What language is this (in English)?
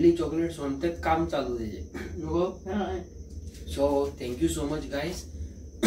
Konkani